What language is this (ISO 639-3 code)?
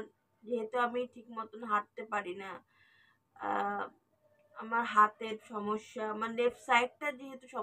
ben